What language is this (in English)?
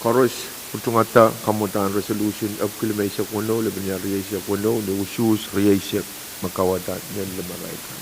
Pohnpeian